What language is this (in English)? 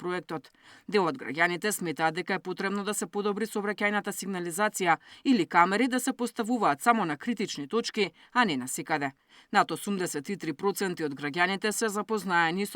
Macedonian